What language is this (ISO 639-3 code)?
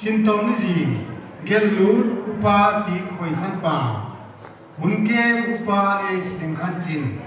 pck